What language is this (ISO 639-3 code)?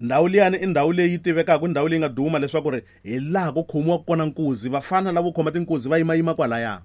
tso